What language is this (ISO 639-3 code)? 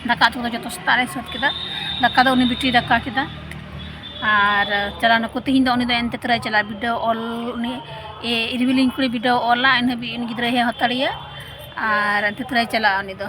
sat